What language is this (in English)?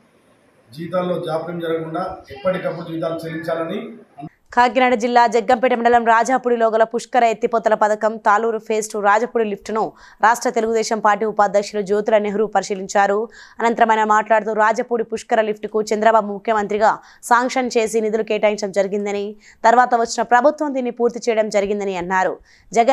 Telugu